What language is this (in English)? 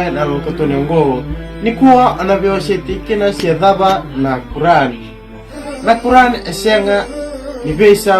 Fijian